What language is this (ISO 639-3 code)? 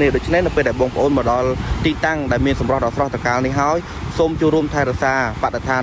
khm